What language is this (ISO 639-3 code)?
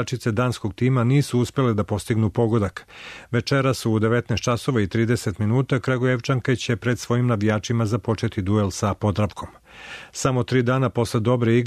srp